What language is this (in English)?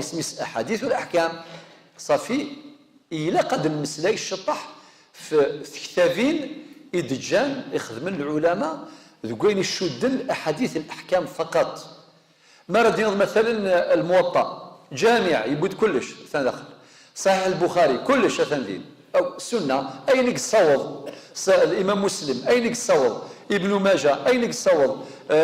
Kabyle